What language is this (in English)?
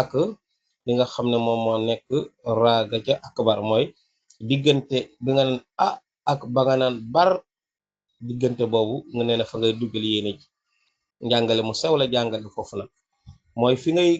Wolof